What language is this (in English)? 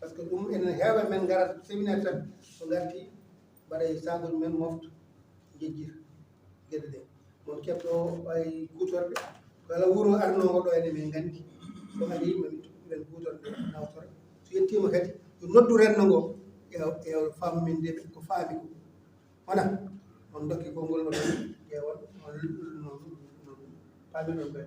Fula